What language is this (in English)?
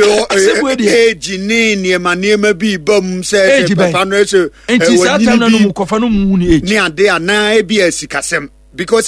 Akan